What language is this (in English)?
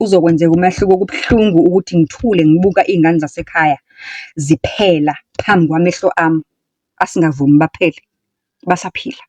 Zulu